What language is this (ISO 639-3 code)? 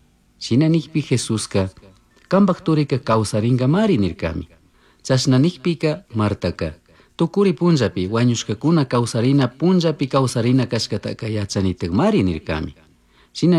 qug